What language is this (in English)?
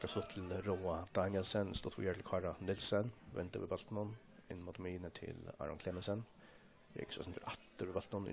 Faroese